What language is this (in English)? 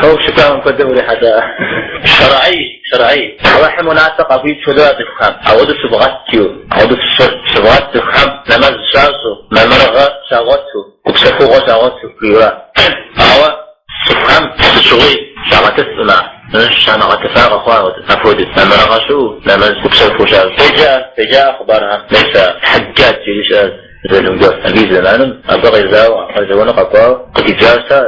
Kabardian